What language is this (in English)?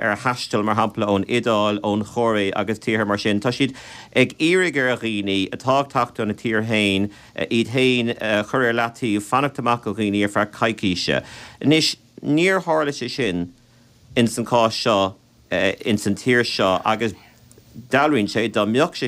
Irish